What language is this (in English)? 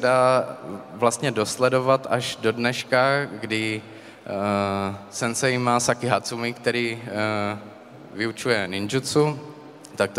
Czech